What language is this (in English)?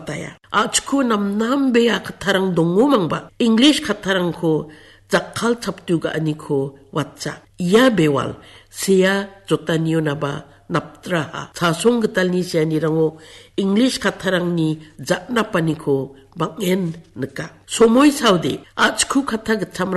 Garo